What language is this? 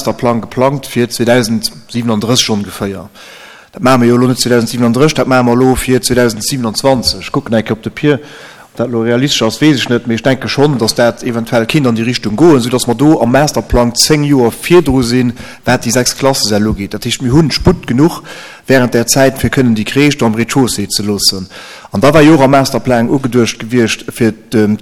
Luxembourgish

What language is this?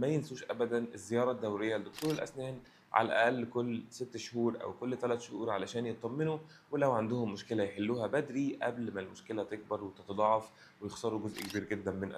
Egyptian Arabic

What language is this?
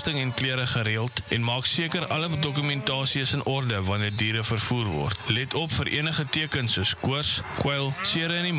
Afrikaans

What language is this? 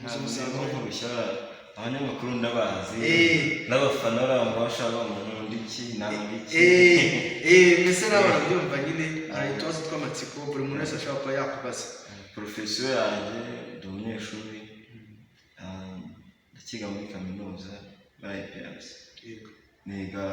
Kinyarwanda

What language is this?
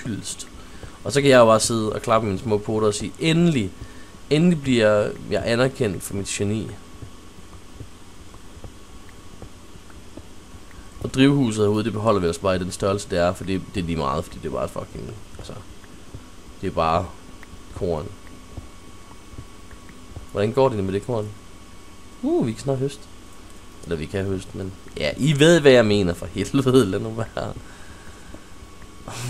Danish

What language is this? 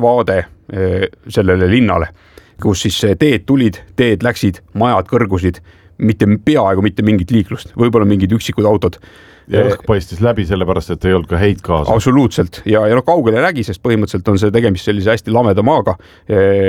Estonian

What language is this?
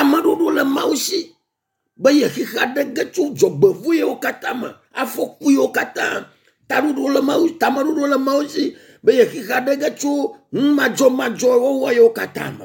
Ewe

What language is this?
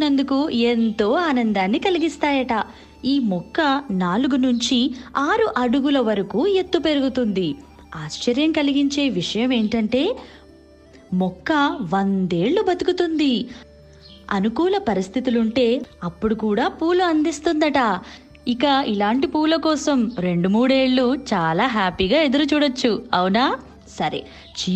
Telugu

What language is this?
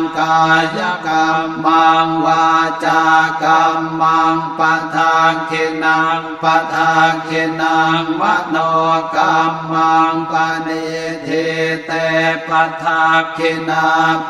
Pali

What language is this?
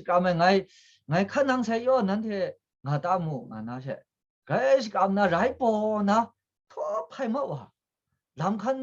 Kachin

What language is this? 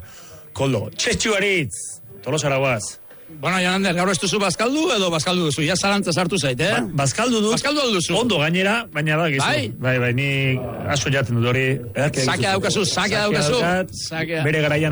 Basque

